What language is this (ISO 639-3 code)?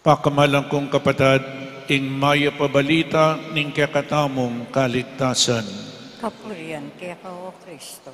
pam